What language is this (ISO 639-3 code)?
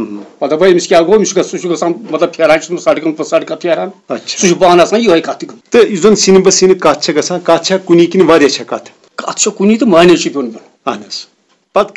kas